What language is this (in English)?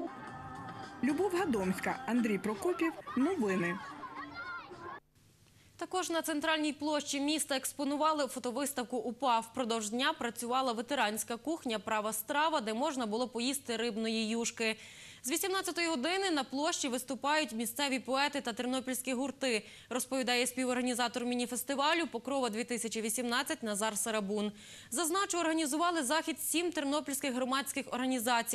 Ukrainian